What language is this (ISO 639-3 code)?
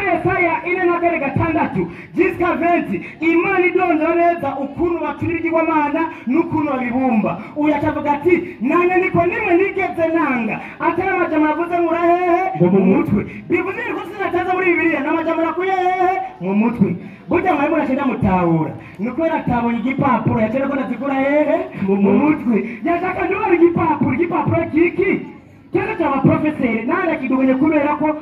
run